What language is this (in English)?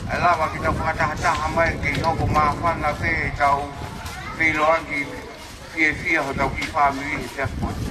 Tongan